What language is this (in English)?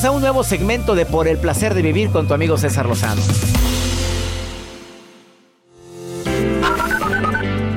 Spanish